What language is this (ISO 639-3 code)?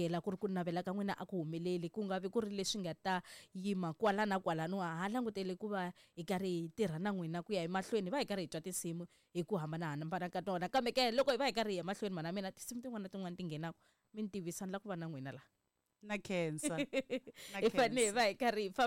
tso